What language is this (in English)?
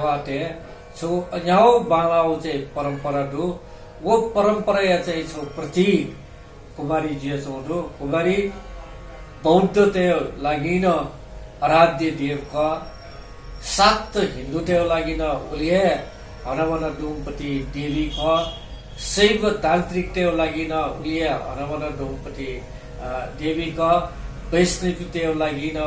Newari